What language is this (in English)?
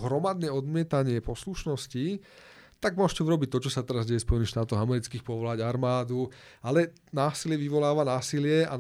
Slovak